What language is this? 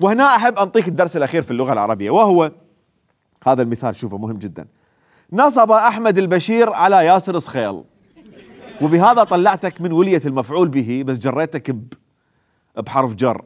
Mesopotamian Arabic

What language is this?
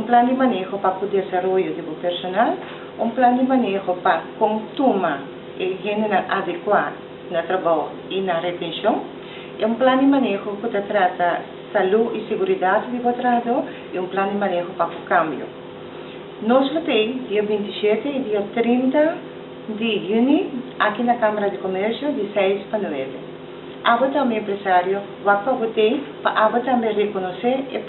Papiamento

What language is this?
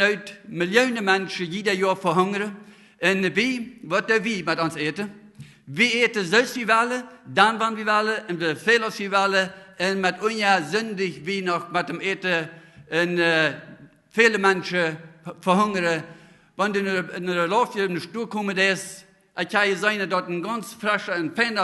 Plautdietsch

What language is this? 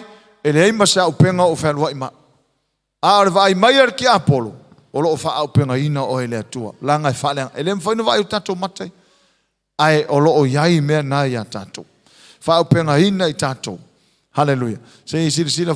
Samoan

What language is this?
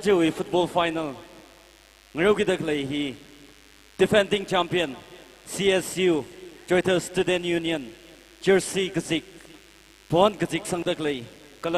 Tangkhul Naga (India)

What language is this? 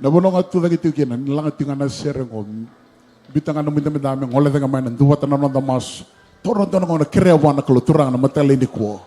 Fijian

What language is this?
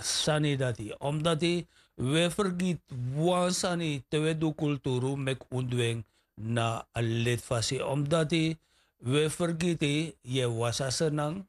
Sranan Tongo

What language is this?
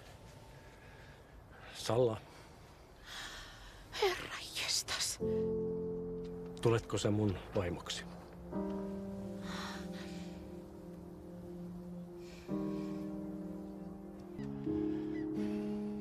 Finnish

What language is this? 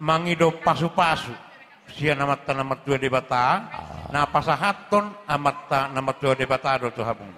Batak Toba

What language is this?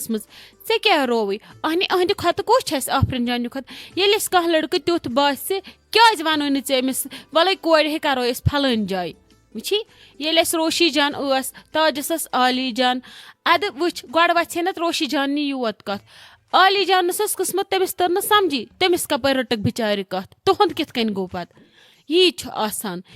Kashmiri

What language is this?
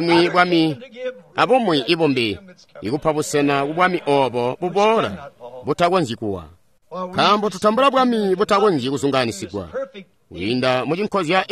Tonga (Zambia)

